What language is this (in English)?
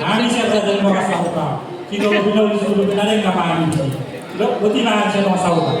Batak Toba